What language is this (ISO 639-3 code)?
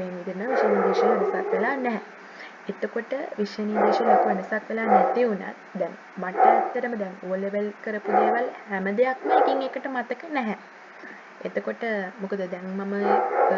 sin